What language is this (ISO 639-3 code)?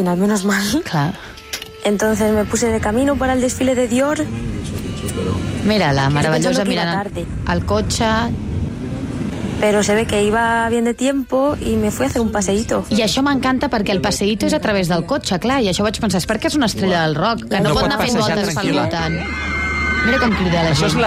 cat